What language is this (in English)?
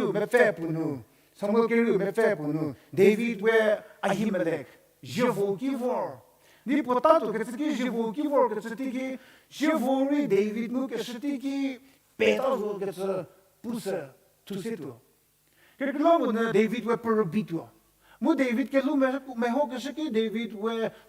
Angami Naga